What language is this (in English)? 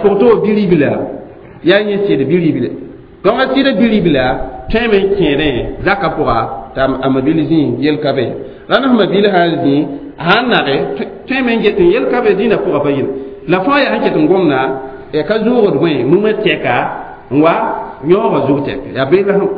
Mossi